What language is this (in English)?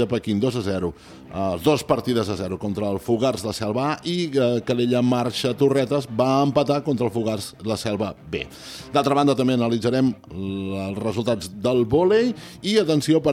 Catalan